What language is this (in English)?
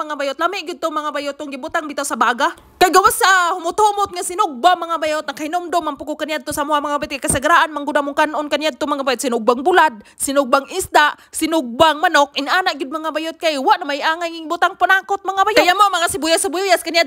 Cebuano